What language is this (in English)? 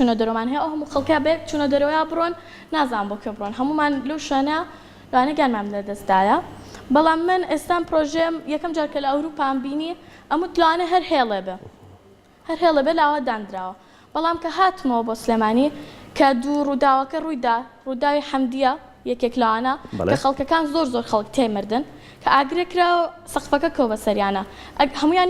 Central Kurdish